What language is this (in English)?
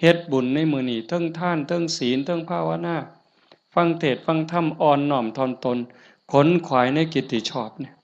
Northeastern Thai